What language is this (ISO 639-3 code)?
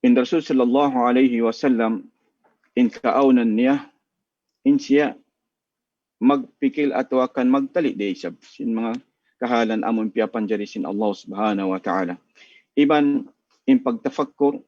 tsg